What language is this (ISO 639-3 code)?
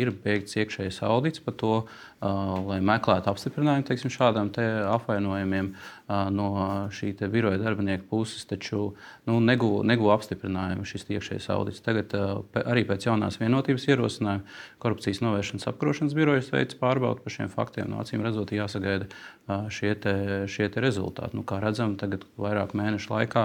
lav